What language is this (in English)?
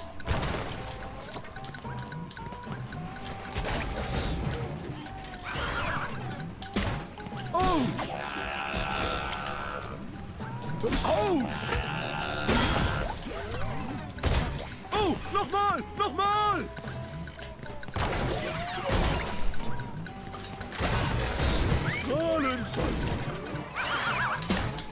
German